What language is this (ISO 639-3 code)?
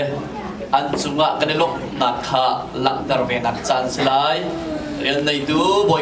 cnh